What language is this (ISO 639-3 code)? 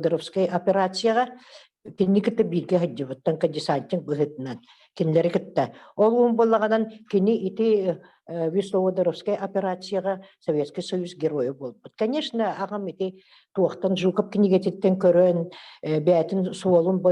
sah